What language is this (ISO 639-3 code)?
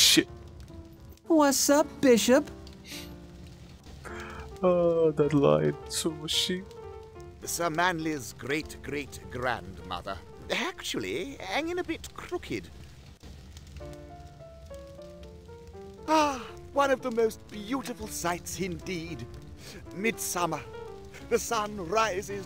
eng